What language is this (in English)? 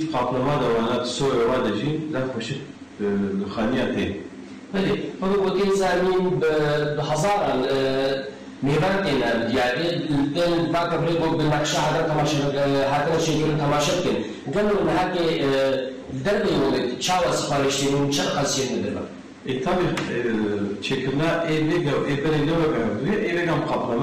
Kurdish